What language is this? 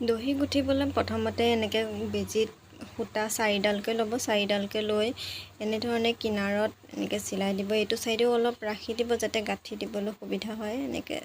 Assamese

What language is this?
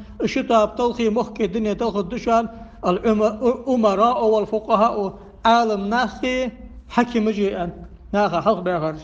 Ingush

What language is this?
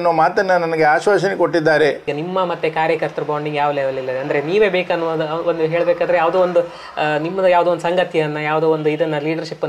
Kannada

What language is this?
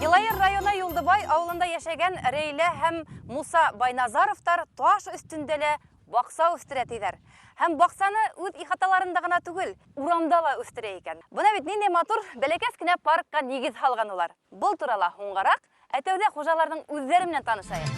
Bashkir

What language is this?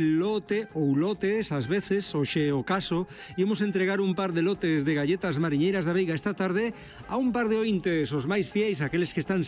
Galician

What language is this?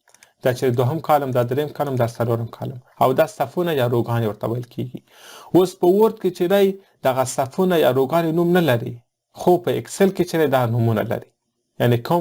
Pashto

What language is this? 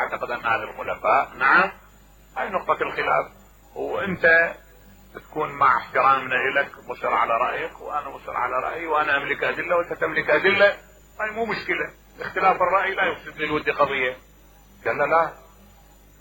Mesopotamian Arabic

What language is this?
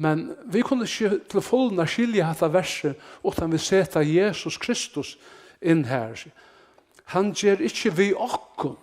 Faroese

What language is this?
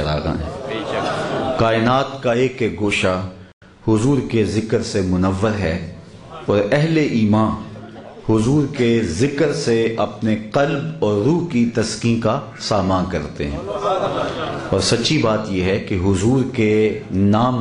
Urdu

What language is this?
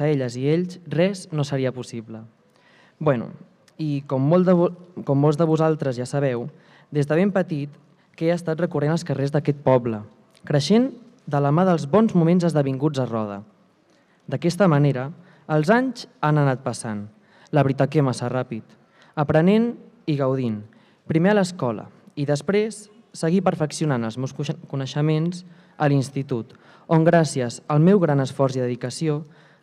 Catalan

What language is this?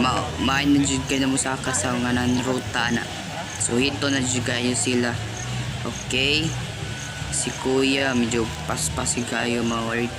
Cebuano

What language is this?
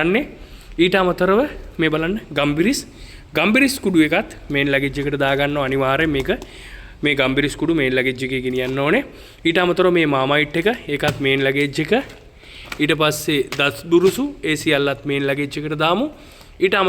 Sinhala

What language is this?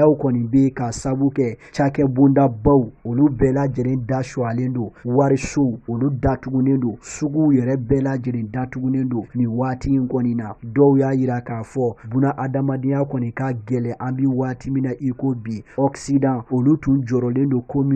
Bambara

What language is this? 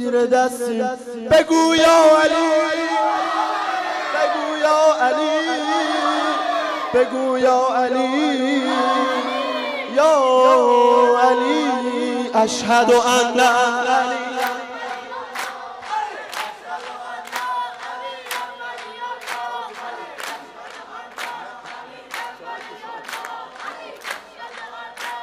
Persian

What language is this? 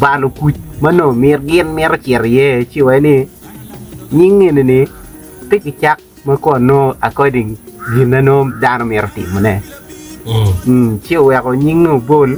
Acoli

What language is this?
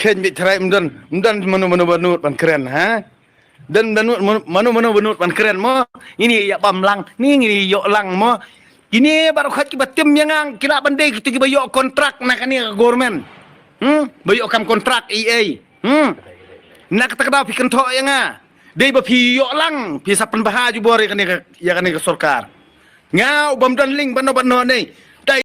Khasi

